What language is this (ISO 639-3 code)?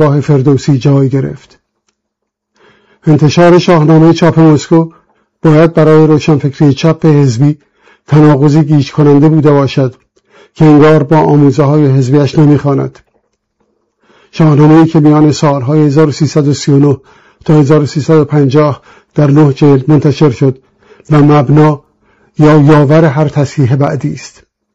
fas